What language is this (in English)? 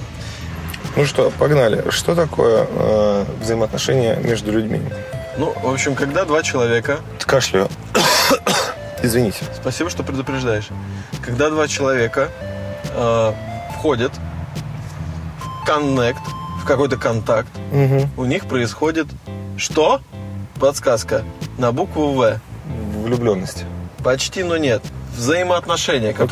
Russian